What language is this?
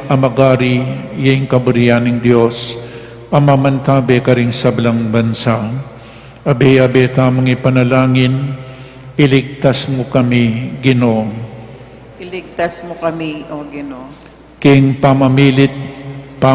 Pampanga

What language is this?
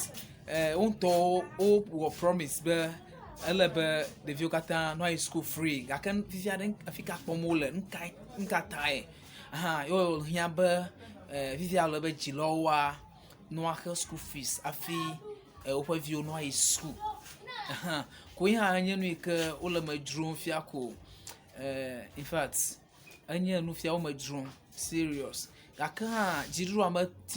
Ewe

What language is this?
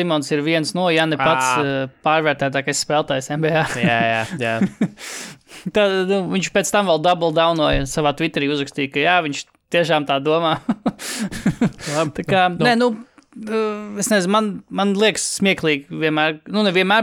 Latvian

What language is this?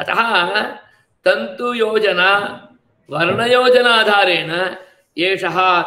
Sanskrit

